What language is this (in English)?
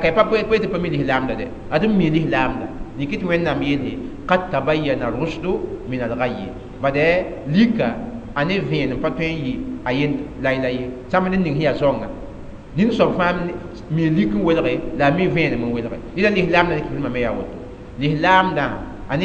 Mossi